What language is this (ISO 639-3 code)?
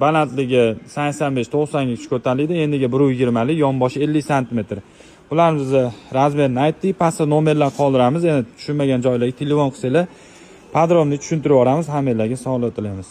uzb